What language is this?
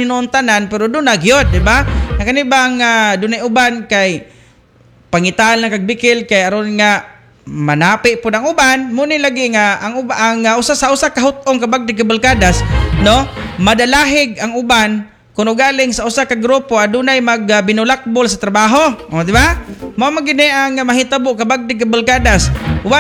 Cebuano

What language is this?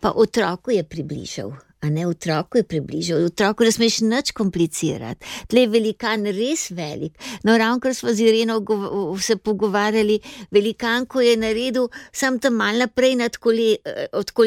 Slovenian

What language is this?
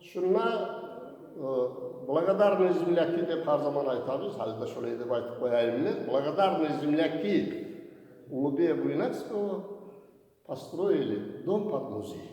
Kumyk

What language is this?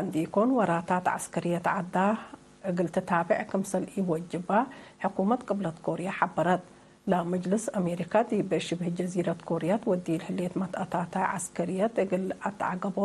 Tigre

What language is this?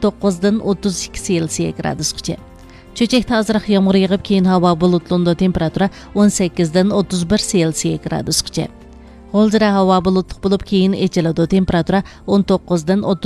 Uyghur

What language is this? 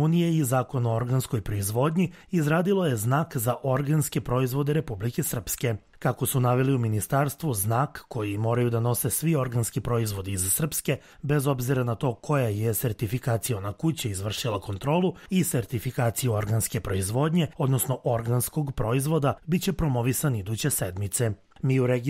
Serbian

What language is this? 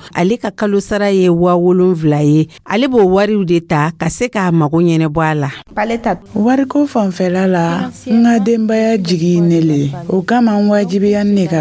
Dyula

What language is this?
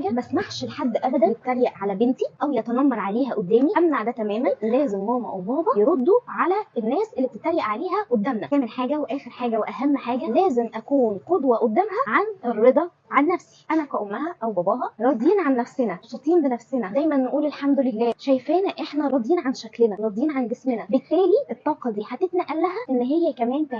Egyptian Arabic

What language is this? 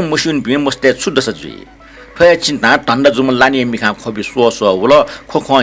Newari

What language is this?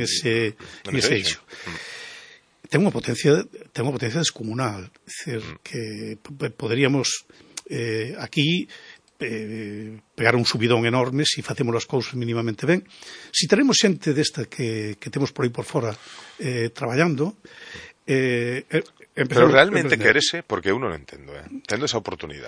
Galician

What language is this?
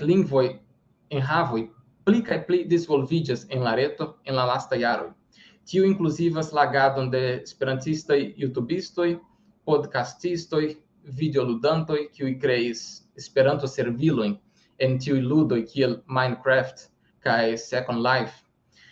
Esperanto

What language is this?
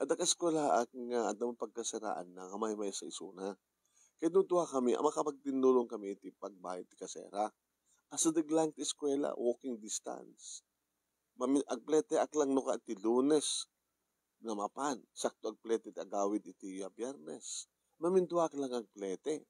Iloko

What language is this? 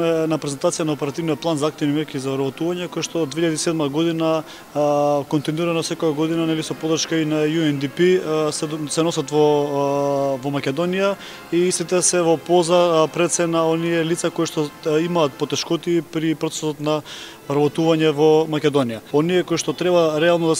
Macedonian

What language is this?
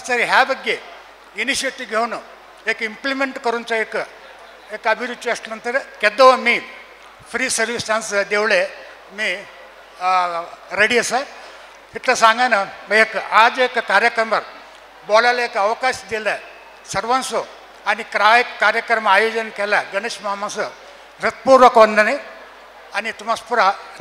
Konkani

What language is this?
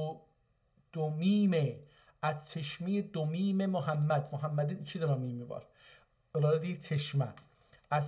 South Azerbaijani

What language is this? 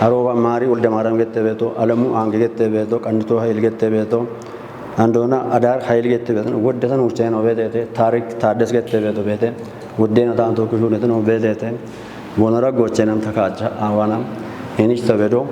Kafa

